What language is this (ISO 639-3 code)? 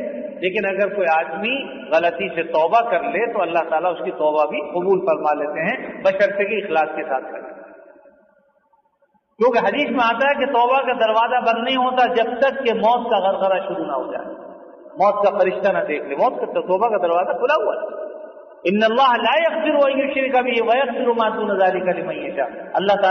urd